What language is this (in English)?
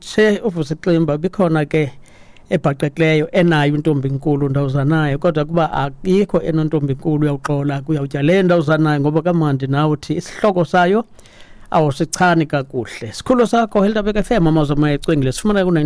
Xhosa